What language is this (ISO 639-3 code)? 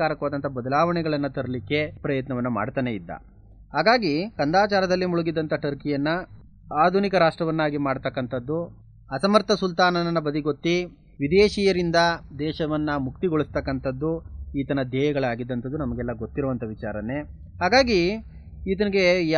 kan